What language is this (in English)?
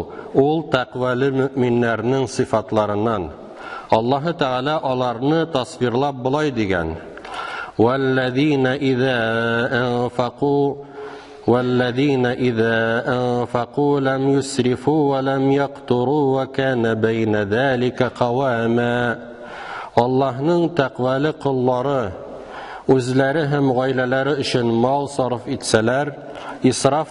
Tatar